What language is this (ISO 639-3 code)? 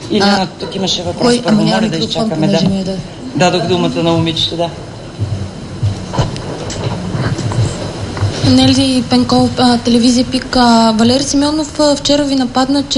bul